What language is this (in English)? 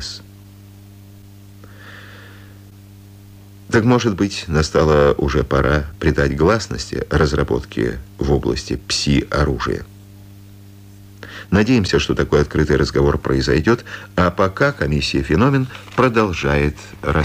Russian